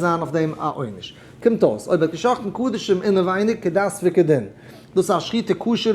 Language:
Yiddish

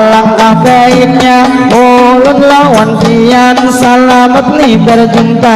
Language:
Banjar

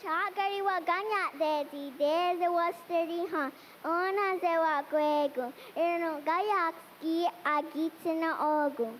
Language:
Mohawk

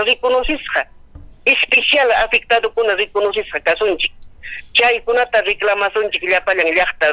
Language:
Ayacucho Quechua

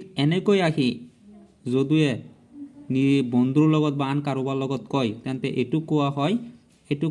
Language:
Assamese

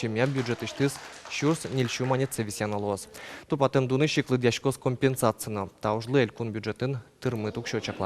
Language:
Udmurt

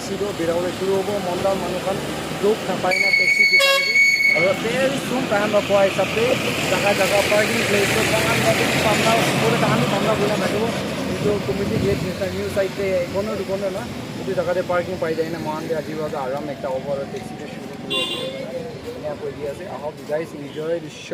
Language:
Naga Pidgin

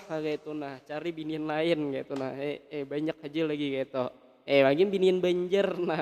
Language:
Banjar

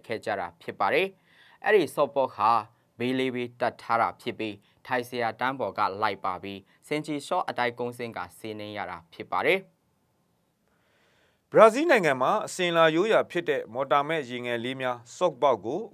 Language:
Burmese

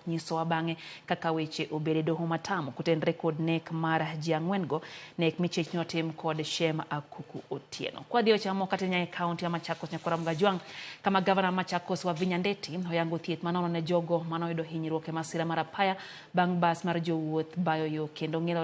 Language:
Luo (Kenya and Tanzania)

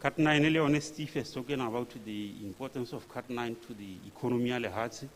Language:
Tswana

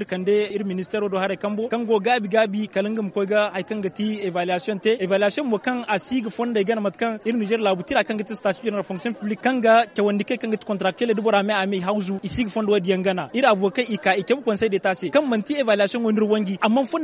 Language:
Zarma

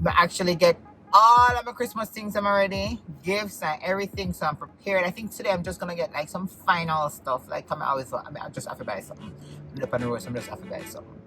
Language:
Jamaican Creole English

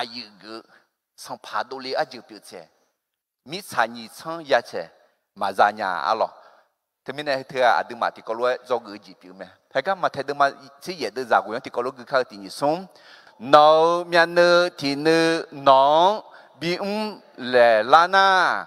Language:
Akha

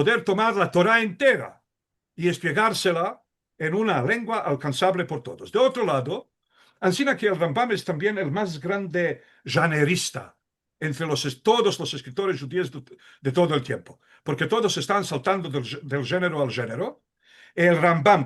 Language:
Ladino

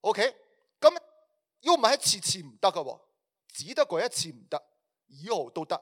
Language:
Cantonese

